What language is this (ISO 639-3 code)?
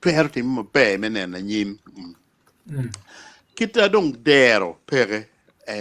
ach